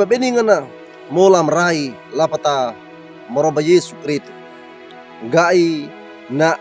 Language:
Wejewa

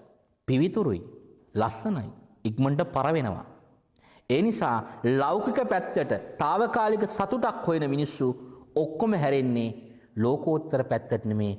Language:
Sinhala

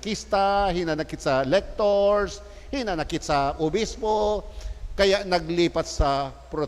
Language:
Bikol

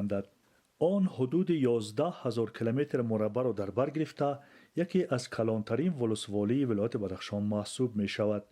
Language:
Persian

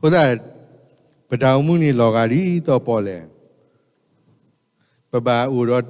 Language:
S'gaw Karen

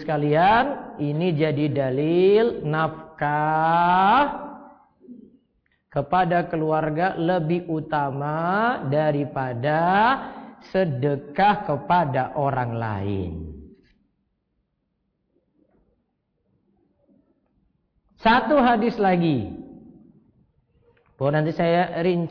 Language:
Indonesian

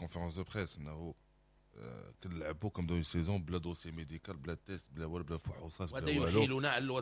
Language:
Moroccan Arabic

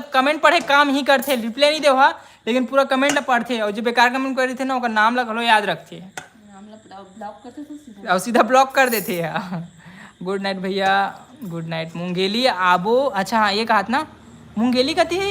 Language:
Chhattisgarhi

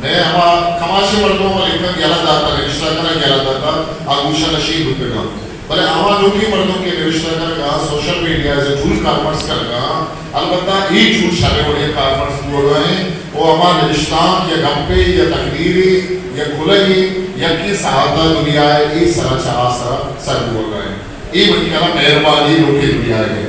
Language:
Eastern Balochi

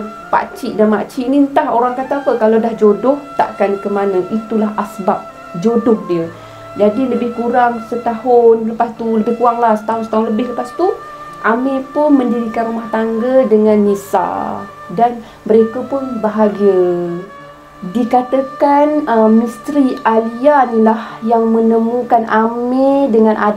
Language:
Malay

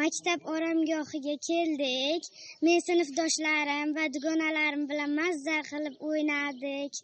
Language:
Uzbek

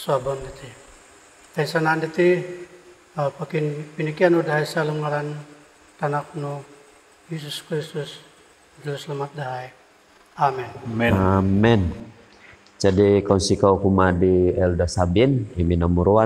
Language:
Central Dusun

